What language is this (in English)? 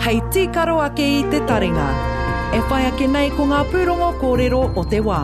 Māori